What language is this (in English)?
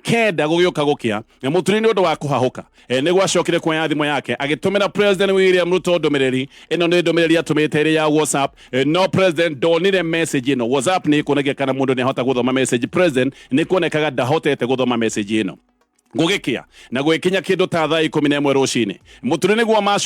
Kikuyu